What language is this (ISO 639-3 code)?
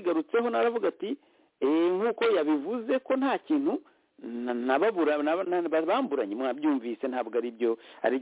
kin